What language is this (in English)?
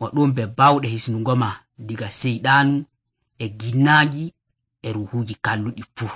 Nigerian Fulfulde